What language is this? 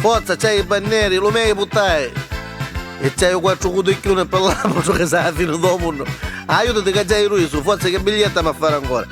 Neapolitan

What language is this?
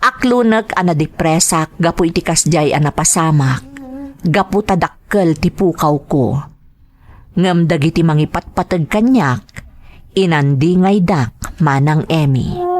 Iloko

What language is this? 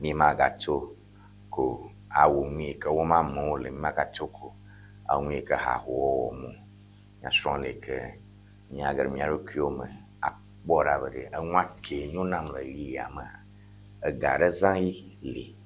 Ewe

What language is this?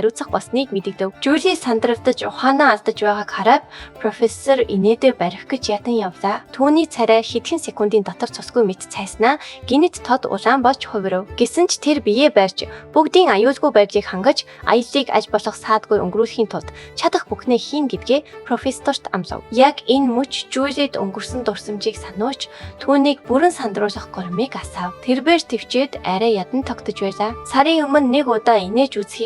Mongolian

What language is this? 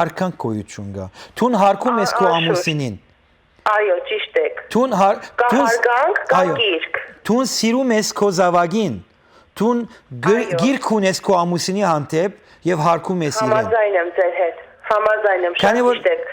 Western Armenian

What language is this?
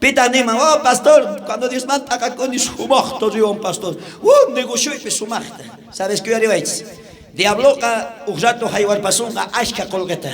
South Bolivian Quechua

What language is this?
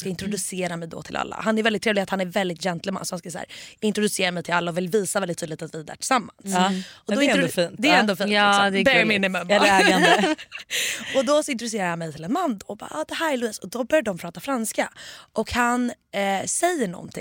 Swedish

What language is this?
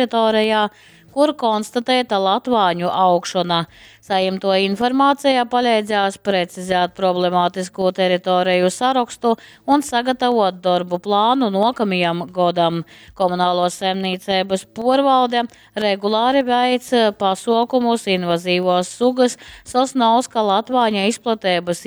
Latgalian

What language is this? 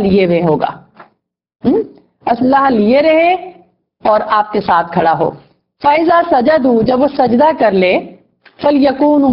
Urdu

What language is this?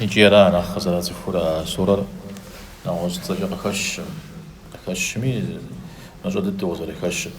Kabardian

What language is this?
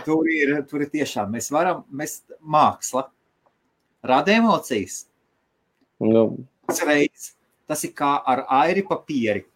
Latvian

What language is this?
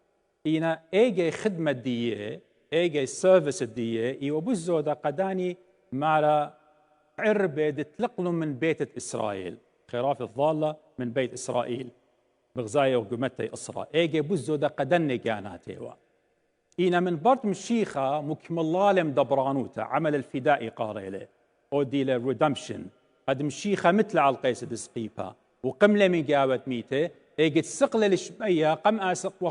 Assyrian Neo-Aramaic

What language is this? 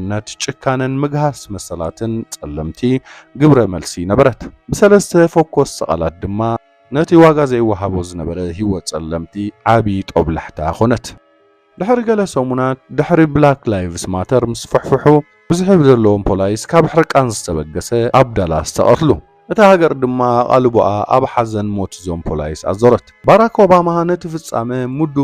Tigrinya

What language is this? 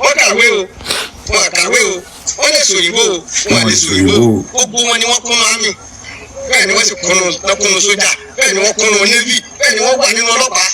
Yoruba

